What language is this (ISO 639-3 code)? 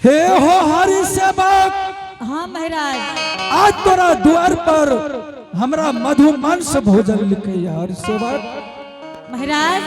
anp